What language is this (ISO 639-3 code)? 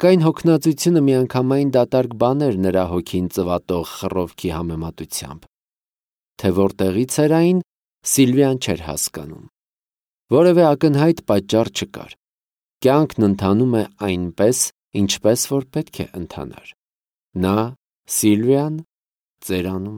hye